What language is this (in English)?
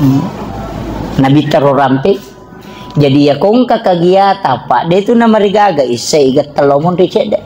Buginese